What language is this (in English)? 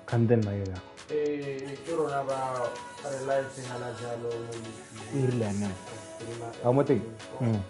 Tswana